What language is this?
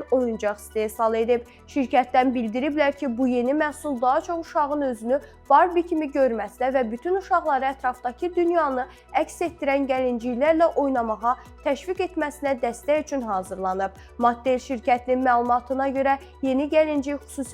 Azerbaijani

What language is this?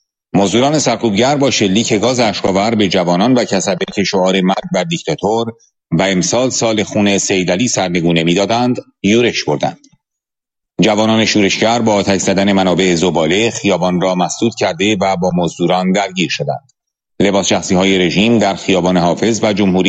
Persian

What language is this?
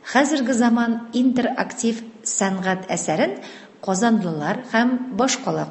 Tatar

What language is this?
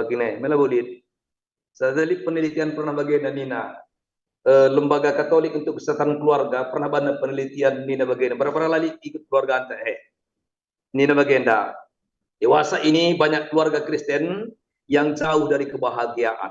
Batak Karo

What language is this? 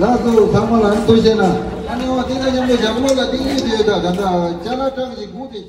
Tibetan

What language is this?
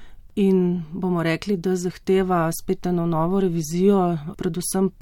Slovenian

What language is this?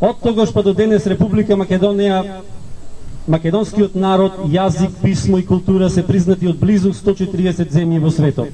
Macedonian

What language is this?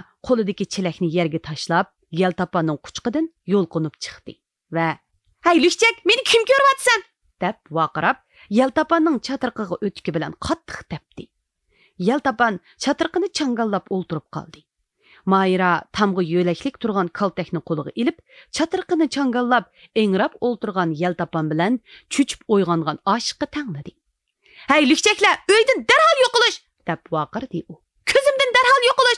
Uyghur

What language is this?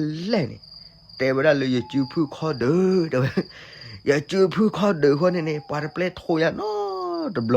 S'gaw Karen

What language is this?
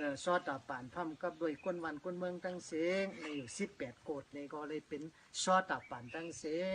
Shan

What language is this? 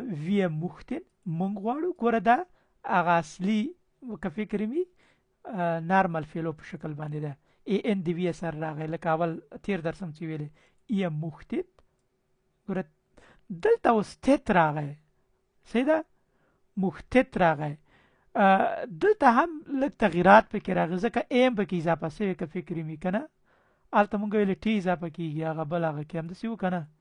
Pashto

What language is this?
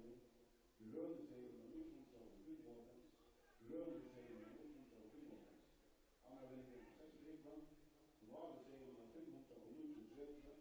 Faroese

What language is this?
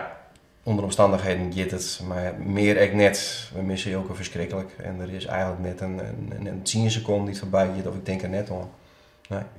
Western Frisian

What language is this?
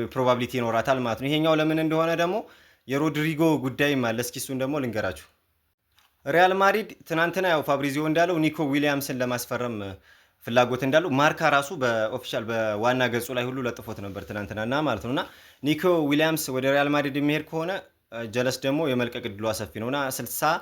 Amharic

